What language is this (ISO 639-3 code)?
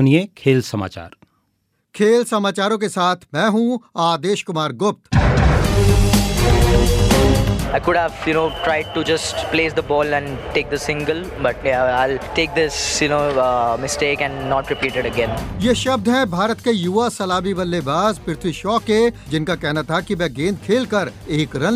hin